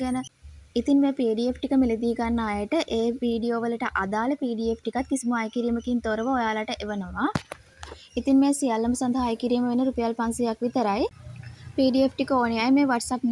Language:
Sinhala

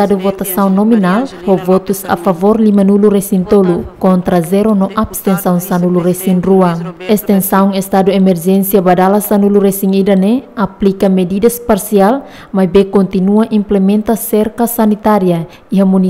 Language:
Tetum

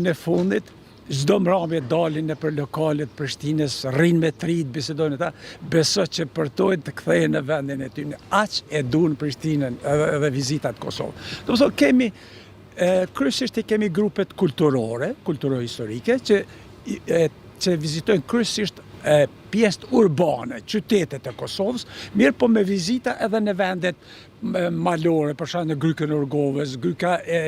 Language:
Albanian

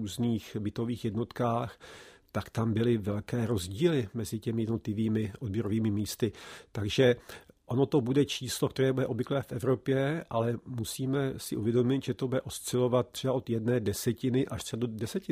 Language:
Czech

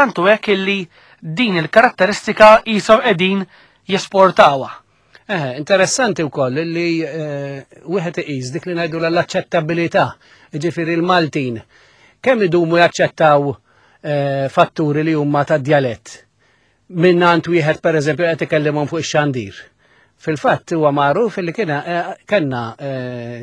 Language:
Maltese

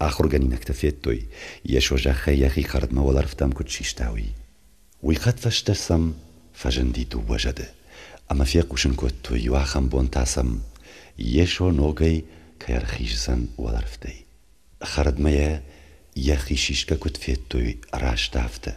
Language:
Ossetic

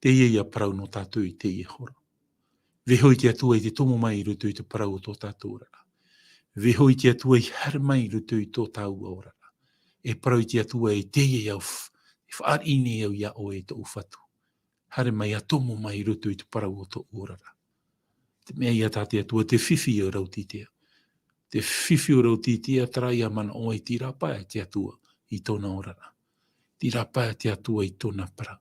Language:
Tahitian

